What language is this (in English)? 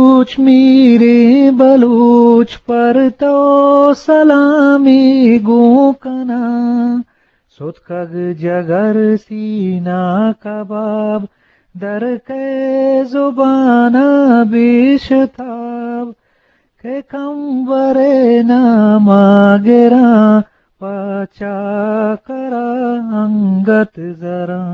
Eastern Balochi